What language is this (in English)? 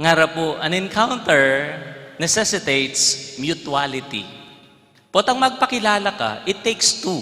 Pampanga